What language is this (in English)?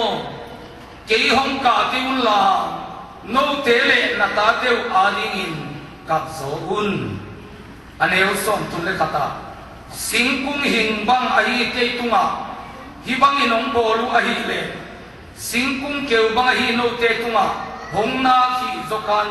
Tedim Chin